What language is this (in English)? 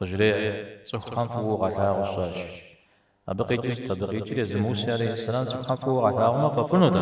Kabardian